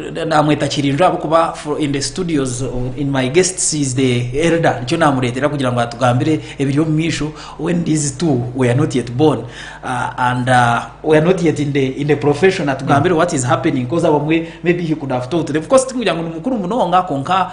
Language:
Nyankole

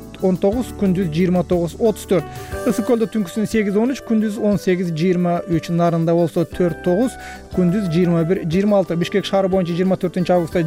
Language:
Kyrgyz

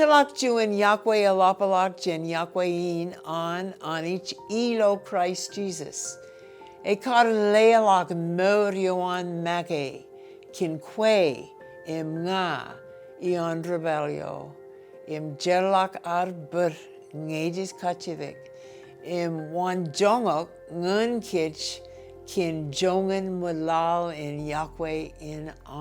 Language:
Marshallese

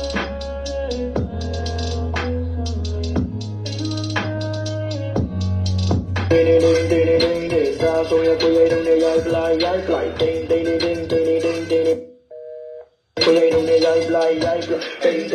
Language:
Burmese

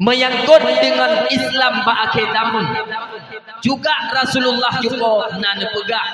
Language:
Achinese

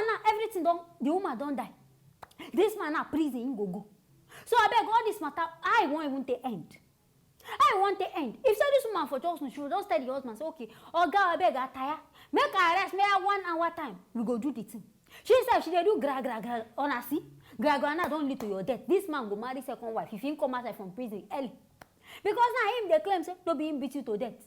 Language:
Nigerian Pidgin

